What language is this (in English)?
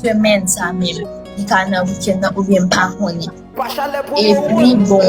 Haitian Creole